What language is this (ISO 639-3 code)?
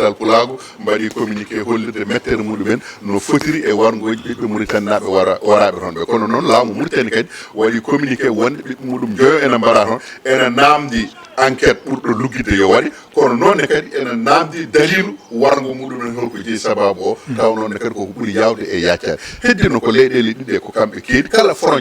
ful